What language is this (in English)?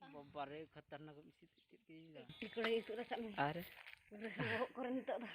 Santali